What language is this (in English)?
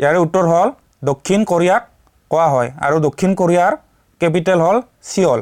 Assamese